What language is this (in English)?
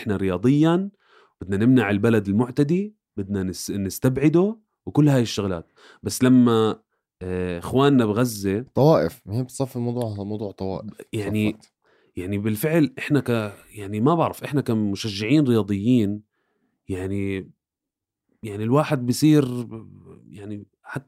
North Levantine Arabic